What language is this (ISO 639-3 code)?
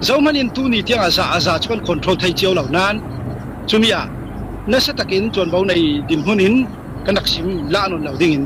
cfm